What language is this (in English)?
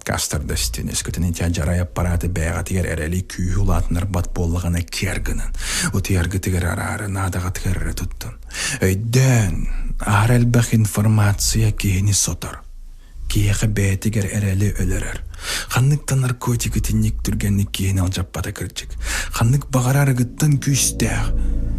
Yakut